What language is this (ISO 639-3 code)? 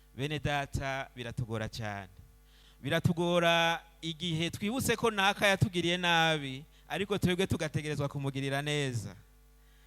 run